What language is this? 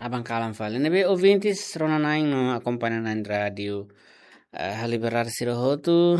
Tetum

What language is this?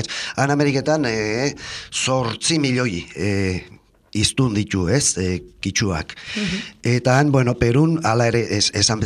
Basque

